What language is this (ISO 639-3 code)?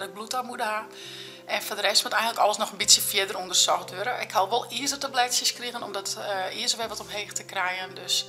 fry